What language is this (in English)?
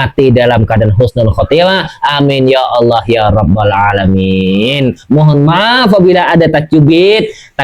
Banjar